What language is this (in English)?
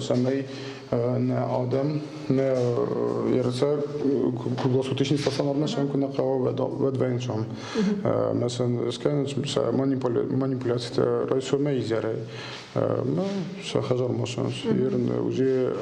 Ossetic